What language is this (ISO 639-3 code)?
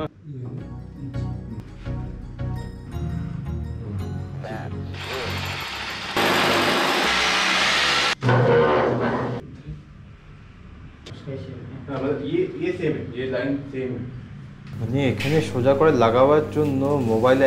ben